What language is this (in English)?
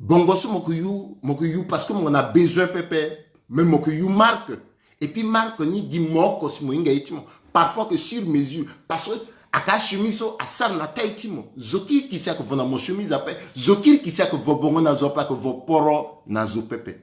Sango